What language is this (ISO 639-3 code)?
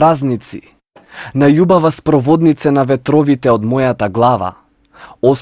mkd